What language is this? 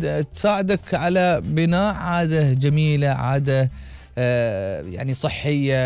Gulf Arabic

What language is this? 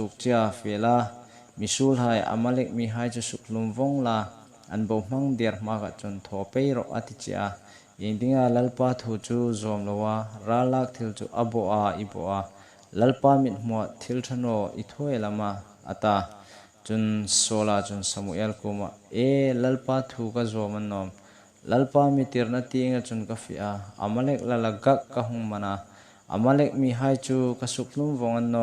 Hmar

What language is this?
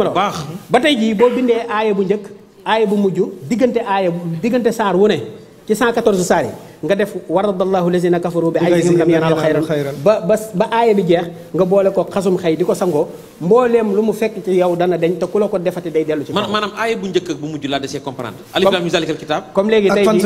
Wolof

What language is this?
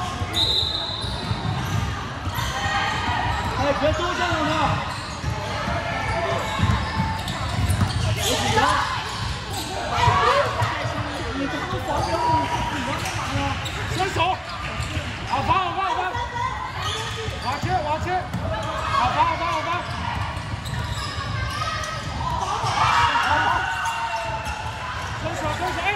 Chinese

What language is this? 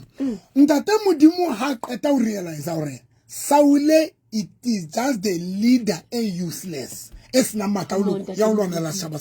Southern Sotho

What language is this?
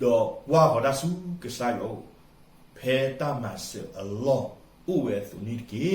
S'gaw Karen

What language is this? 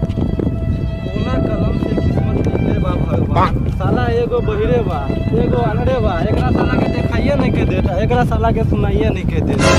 Bhojpuri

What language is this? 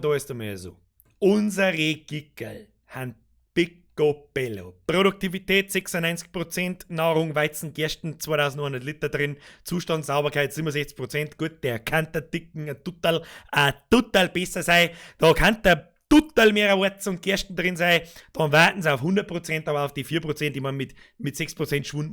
Bavarian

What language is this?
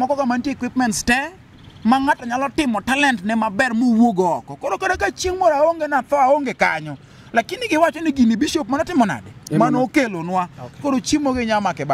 Luo (Kenya and Tanzania)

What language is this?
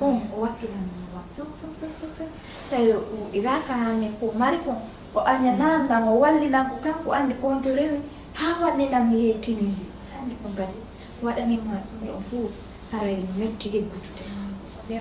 Fula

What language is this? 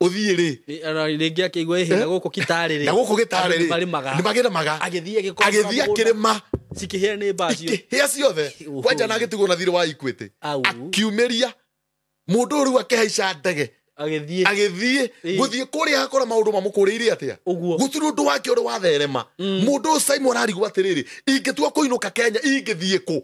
Kikuyu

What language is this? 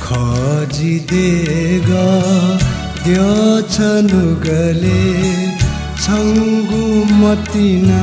Newari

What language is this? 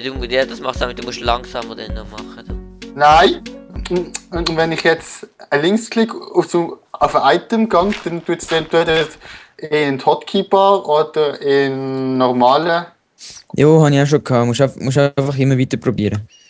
Swiss German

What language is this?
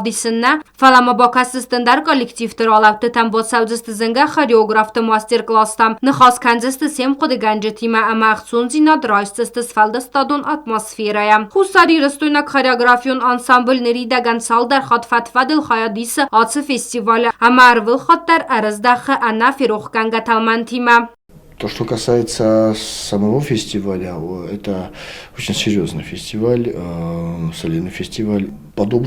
Ossetic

